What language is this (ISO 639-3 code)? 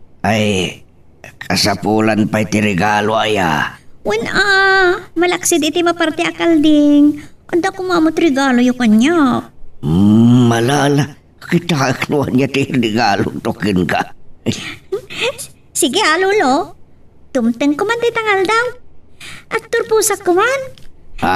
ilo